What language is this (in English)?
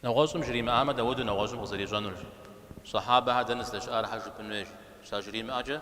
Kabardian